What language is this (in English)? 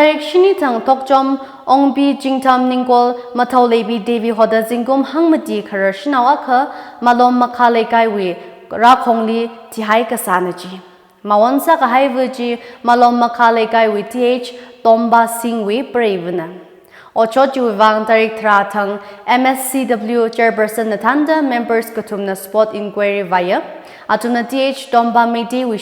Tangkhul Naga (India)